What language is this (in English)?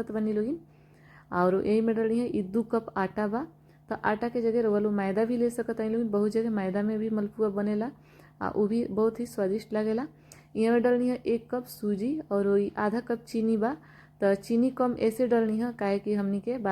Bhojpuri